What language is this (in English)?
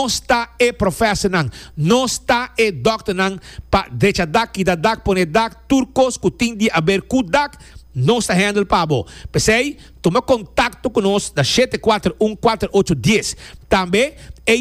Papiamento